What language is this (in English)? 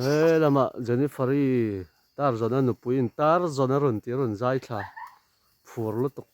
Mizo